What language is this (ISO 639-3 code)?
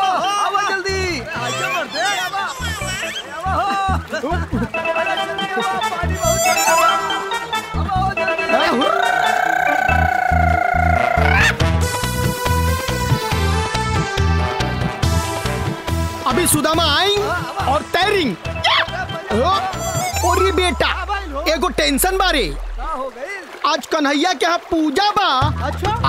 bho